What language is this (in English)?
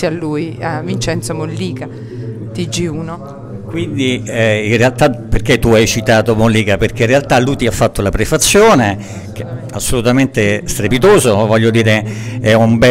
Italian